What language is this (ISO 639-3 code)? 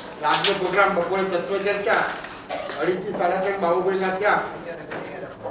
guj